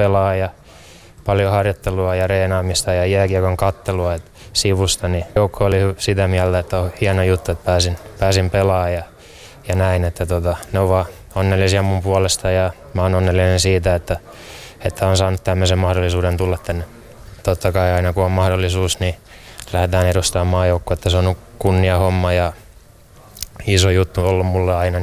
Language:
Finnish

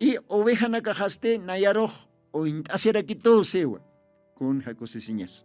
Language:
Aymara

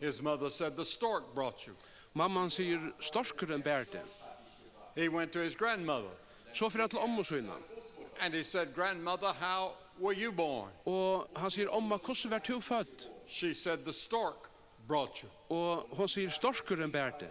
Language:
Faroese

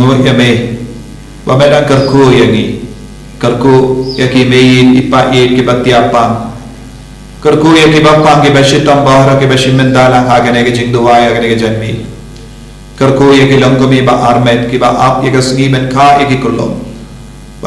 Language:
Khasi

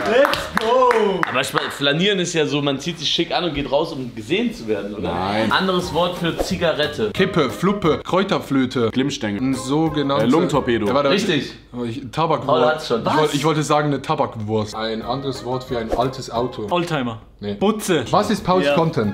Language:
Swiss German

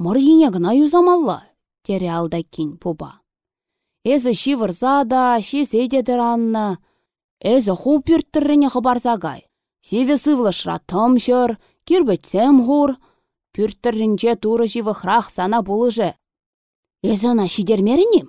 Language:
Chuvash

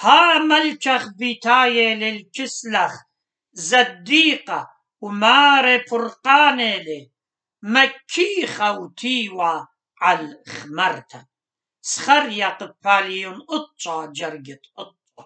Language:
Assyrian Neo-Aramaic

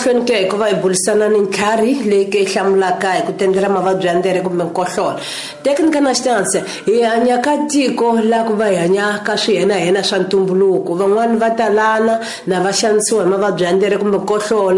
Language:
Tsonga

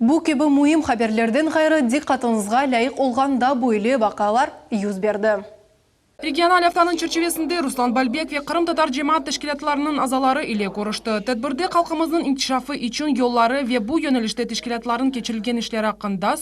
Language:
Crimean Tatar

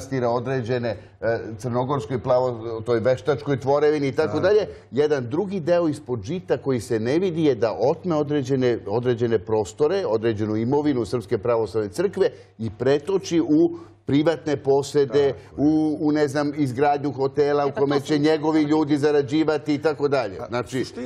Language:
Serbian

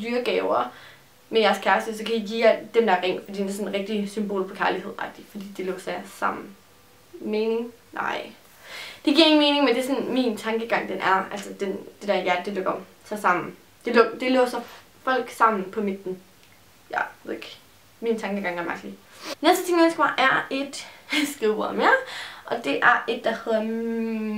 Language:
Danish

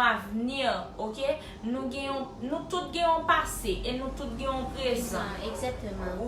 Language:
Haitian Creole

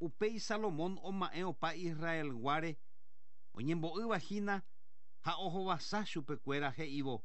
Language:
Guarani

